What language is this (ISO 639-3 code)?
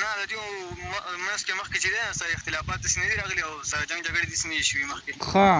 pus